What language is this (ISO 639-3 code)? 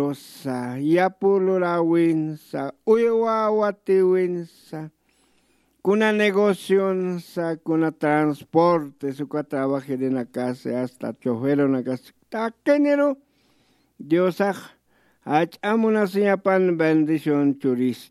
aym